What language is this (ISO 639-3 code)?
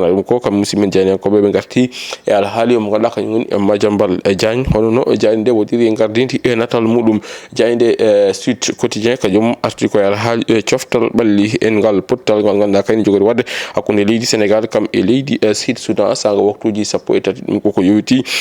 ful